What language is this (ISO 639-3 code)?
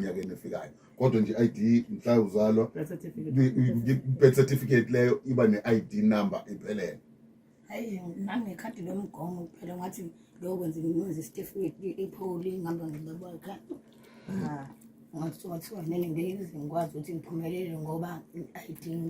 zul